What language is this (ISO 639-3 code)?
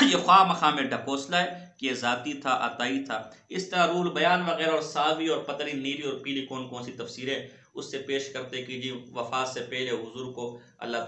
urd